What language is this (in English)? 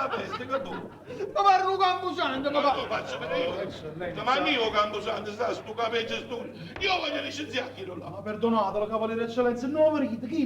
Neapolitan